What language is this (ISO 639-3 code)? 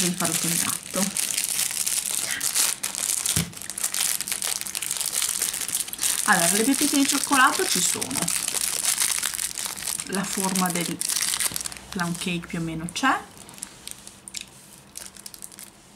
ita